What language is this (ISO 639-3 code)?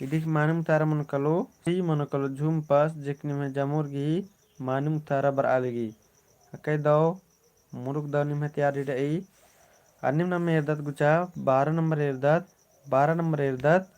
kru